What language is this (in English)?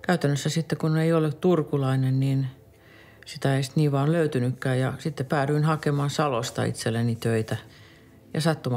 Finnish